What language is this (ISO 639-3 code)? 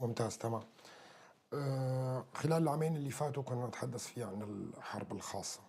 apc